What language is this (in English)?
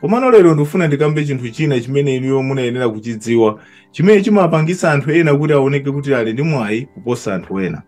Nyanja